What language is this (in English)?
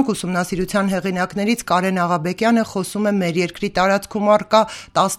Armenian